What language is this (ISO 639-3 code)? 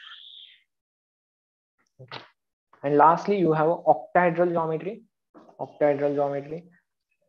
mar